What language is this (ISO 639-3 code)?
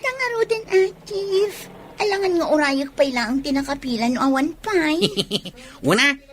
ilo